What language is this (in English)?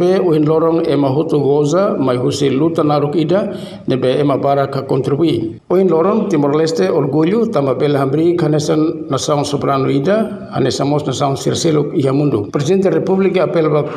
Tetum